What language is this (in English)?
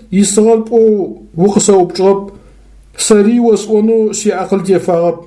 Adyghe